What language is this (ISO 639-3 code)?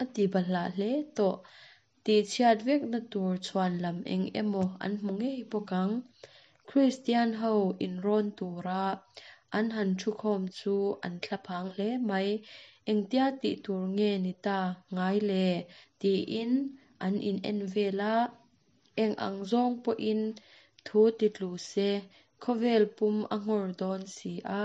lus